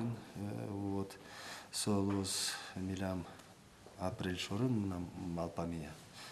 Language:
Udmurt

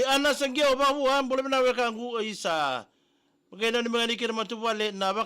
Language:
Fijian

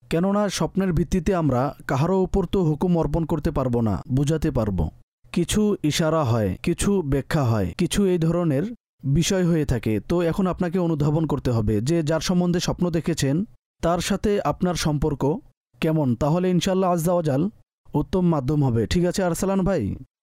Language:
Bangla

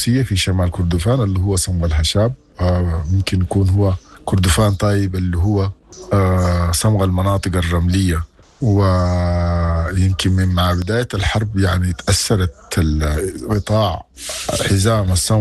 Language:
Sudanese Arabic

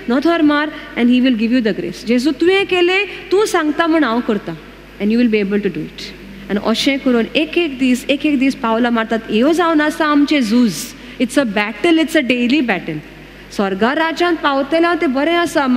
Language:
Konkani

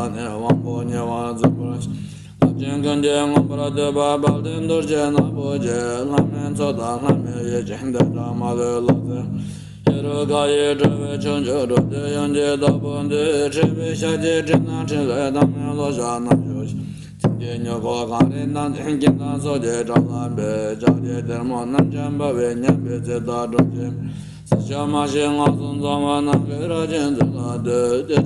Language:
Tibetan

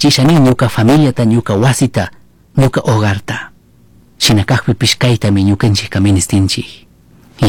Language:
Chimborazo Highland Quichua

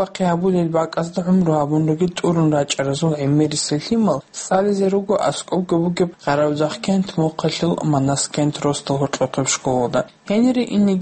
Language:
Avaric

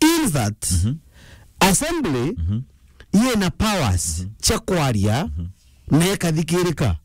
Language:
Meru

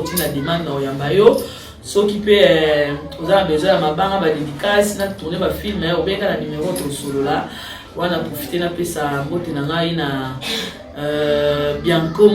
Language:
Lingala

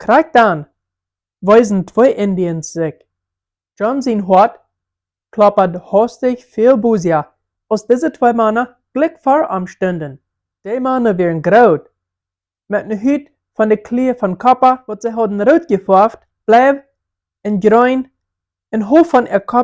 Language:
Plautdietsch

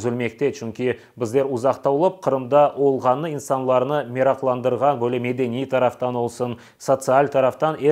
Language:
Crimean Tatar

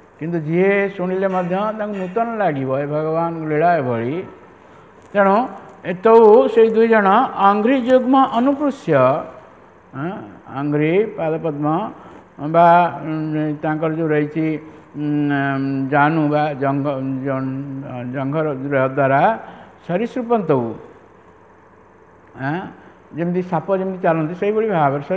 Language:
Odia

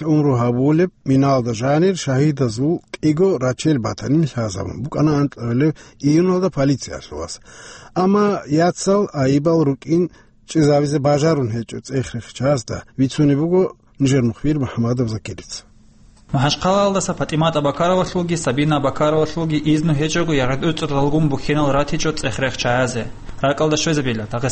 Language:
Avaric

